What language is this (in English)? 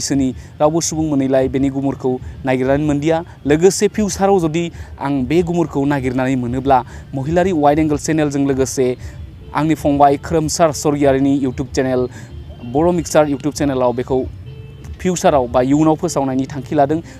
Bodo